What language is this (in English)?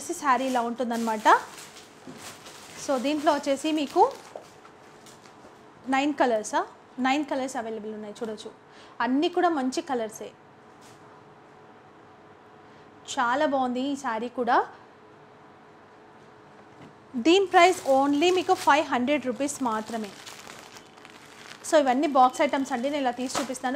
Telugu